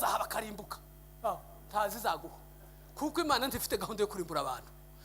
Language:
Kinyarwanda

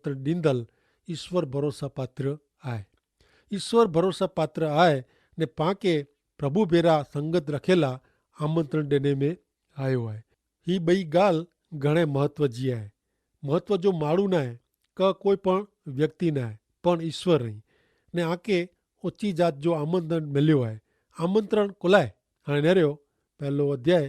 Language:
Kachhi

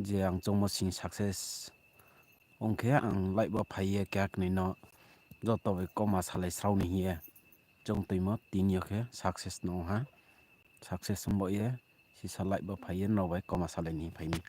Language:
Riang (India)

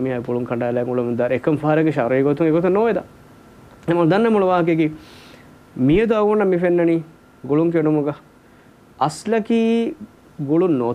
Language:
Divehi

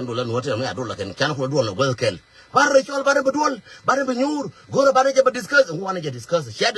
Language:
Nuer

